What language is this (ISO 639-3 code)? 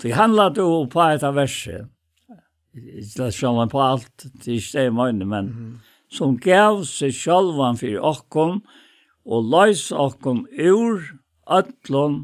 fao